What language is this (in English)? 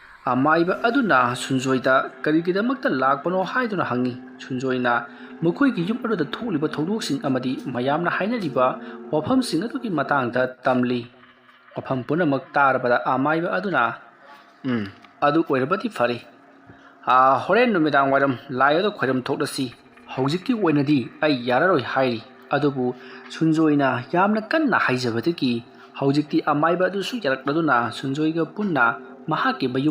Manipuri